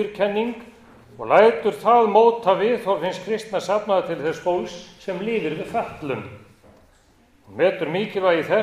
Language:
Icelandic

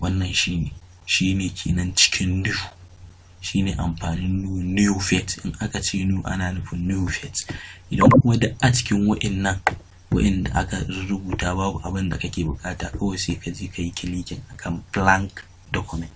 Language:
Hausa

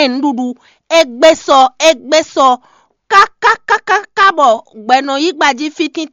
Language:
Fon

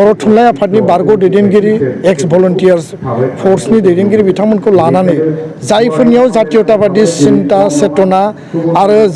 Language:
Bodo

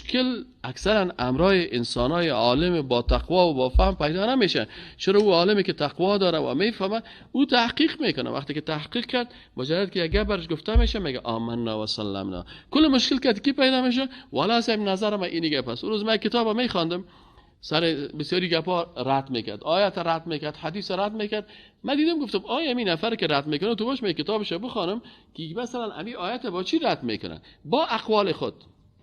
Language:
Persian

